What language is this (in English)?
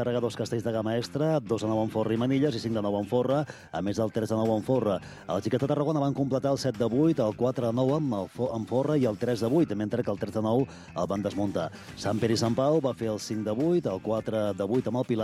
Catalan